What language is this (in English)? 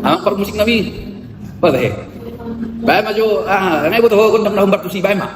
Batak Toba